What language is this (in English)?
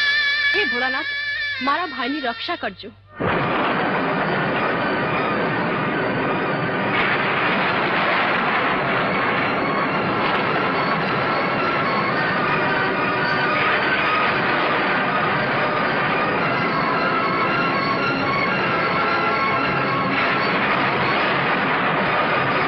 Gujarati